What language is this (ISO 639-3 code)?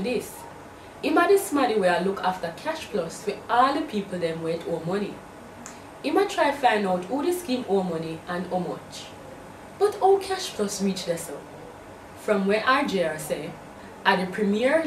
jam